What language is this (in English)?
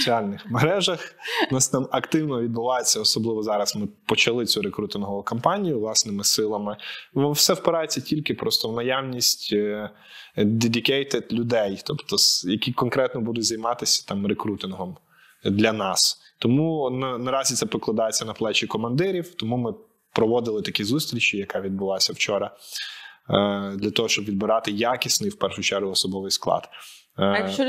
Ukrainian